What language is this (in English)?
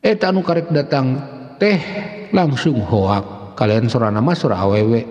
Sundanese